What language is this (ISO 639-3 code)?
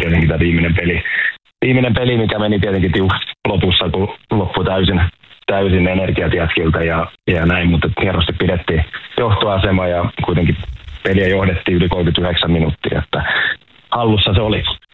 fin